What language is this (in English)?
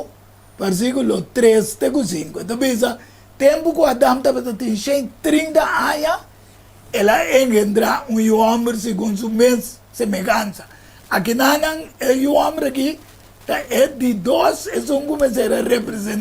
Papiamento